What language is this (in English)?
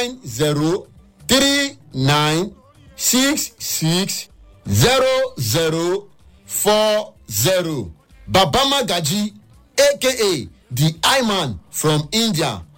Nigerian Pidgin